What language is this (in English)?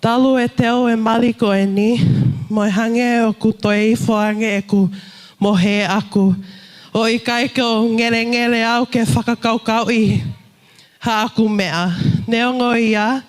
Tongan